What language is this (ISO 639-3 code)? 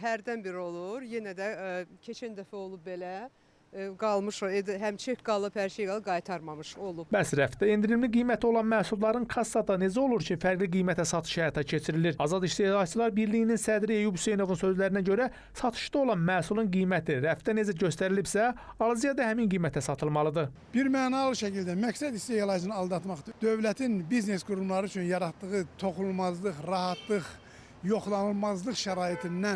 aze